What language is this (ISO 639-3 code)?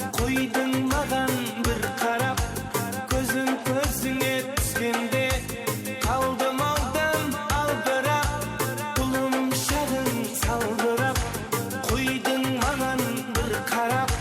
kaa